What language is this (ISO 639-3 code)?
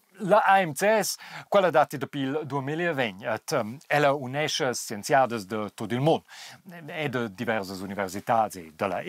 roh